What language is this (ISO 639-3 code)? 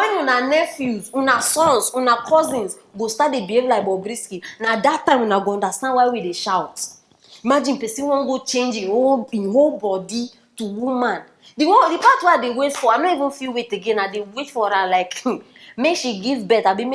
pcm